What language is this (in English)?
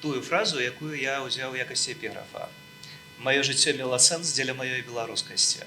Belarusian